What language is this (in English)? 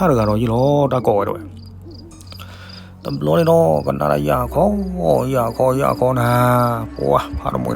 S'gaw Karen